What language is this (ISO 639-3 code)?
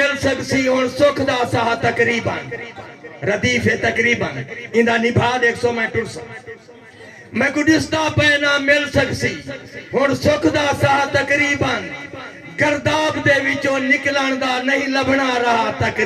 skr